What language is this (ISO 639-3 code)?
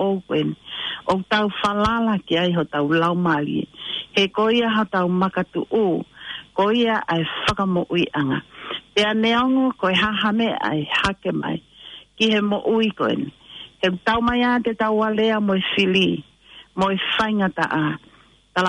ton